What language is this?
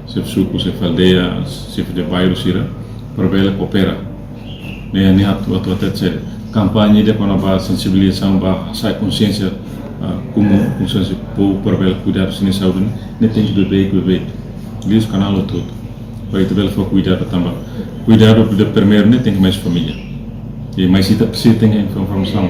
Tetum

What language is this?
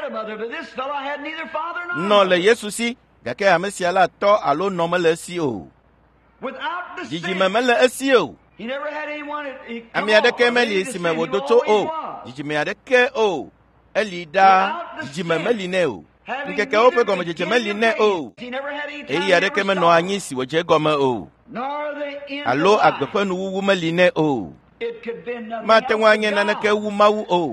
Ewe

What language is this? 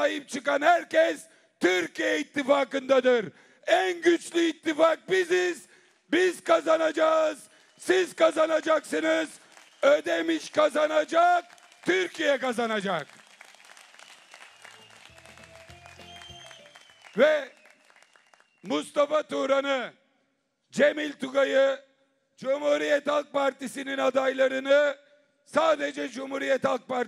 Turkish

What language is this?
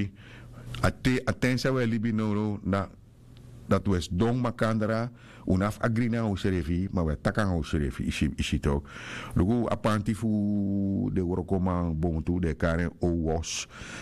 Sranan Tongo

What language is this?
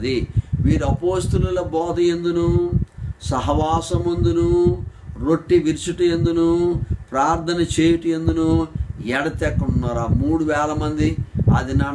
Telugu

